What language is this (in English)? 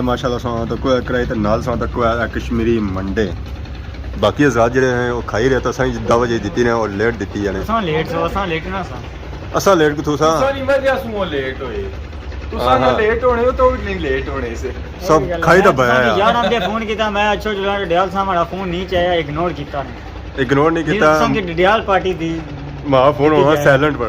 Pahari-Potwari